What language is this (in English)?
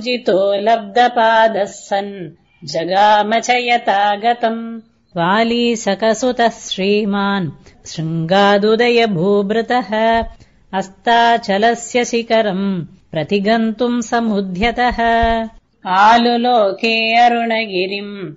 Sanskrit